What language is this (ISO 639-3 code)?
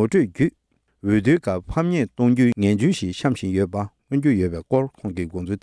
bod